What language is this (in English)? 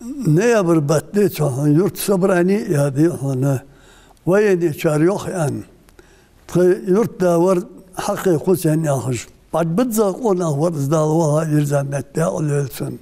Ingush